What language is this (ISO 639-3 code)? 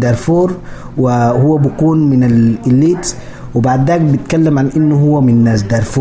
apd